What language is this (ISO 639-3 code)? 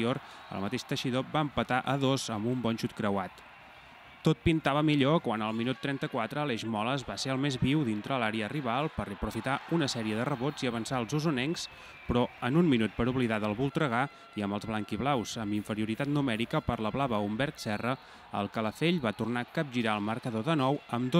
cat